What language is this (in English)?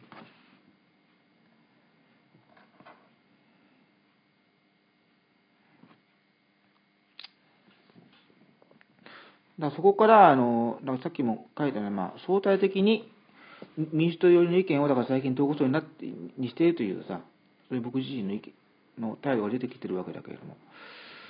Japanese